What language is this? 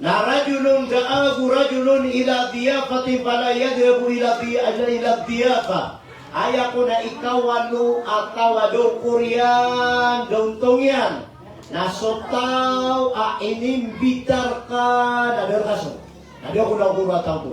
Maranao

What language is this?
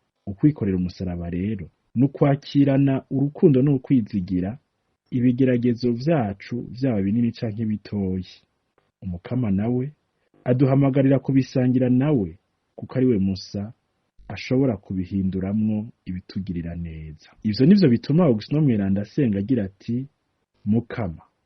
Rundi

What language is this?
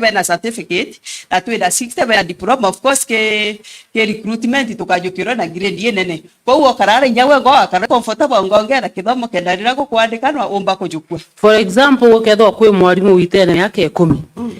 Meru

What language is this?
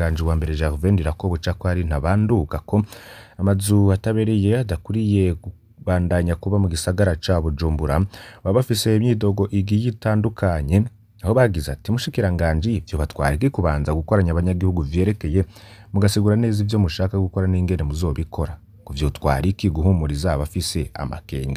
Rundi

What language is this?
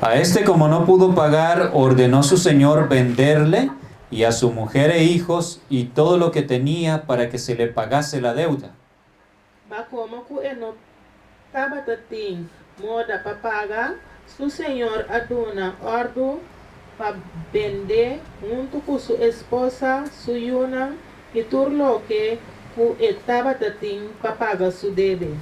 Papiamento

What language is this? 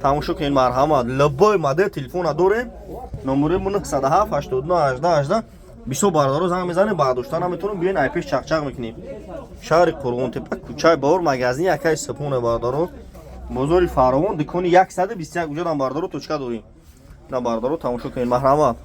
Tajik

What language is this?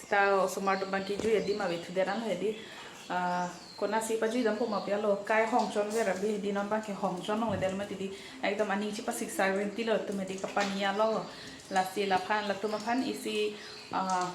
Karbi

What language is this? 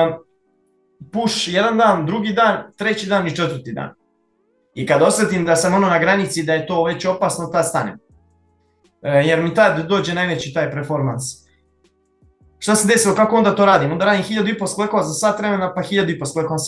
Serbian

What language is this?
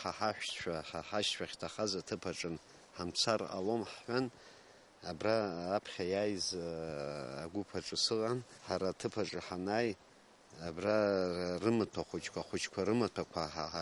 Abkhazian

